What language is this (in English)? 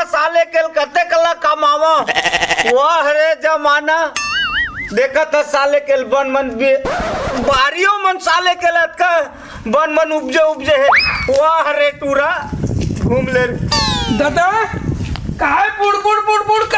Chhattisgarhi